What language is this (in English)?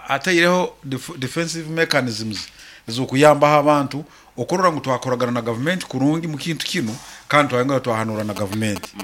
Nyoro